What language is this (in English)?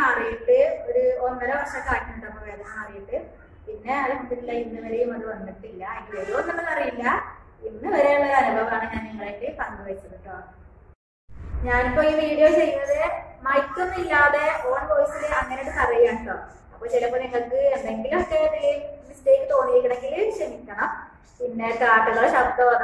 Malayalam